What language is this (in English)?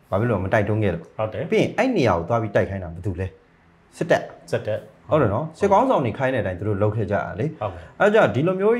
Burmese